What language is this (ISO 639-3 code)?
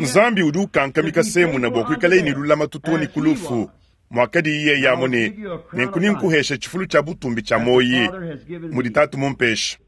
lua